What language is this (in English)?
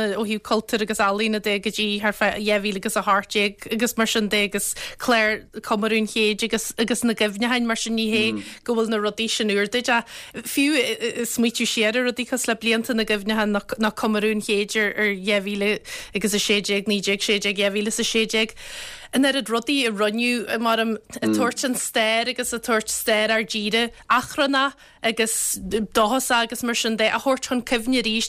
Irish